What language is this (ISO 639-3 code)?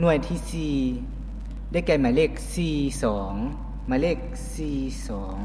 lao